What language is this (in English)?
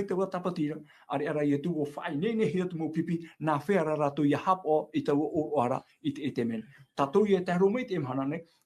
Tahitian